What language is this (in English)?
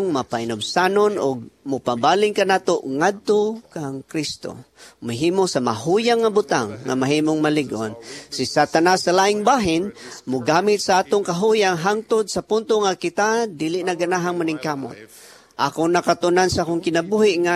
Cebuano